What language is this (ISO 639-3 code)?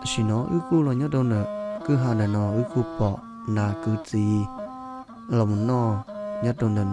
hmn